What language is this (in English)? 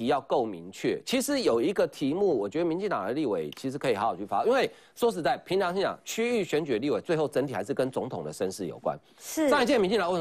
Chinese